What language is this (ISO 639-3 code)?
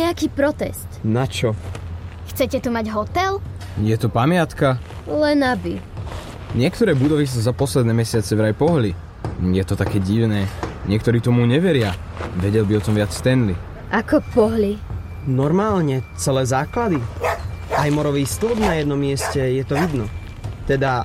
slk